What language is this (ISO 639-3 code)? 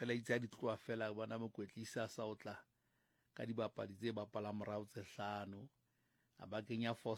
sot